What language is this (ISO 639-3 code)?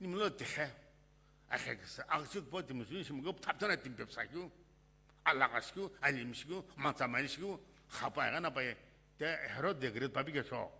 nsm